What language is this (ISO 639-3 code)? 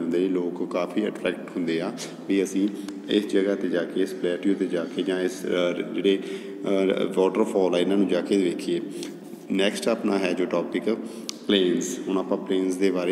pan